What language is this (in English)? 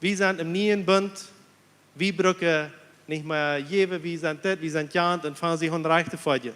Plautdietsch